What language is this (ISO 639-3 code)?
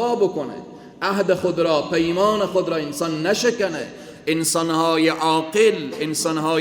fas